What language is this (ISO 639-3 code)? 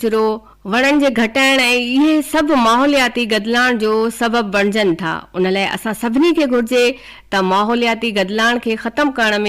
snd